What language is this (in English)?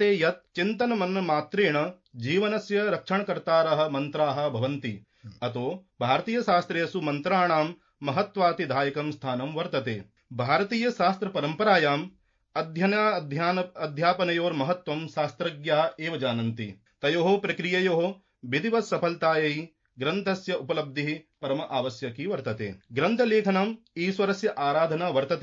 Sanskrit